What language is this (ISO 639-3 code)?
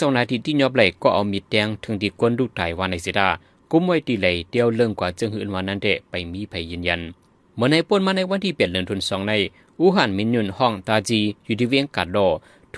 shn